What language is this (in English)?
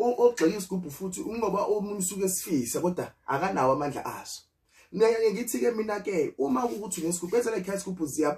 Zulu